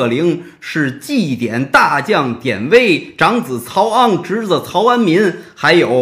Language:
Chinese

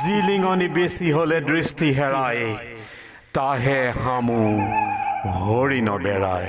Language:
Assamese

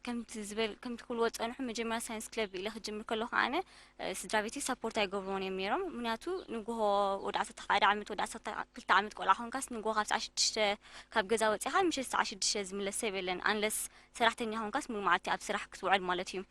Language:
Tigrinya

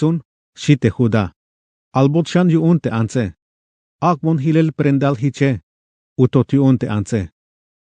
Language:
Tzeltal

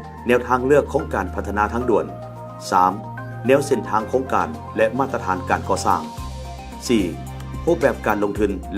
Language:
Lao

